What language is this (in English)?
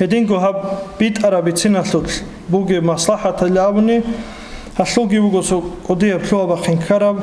Avaric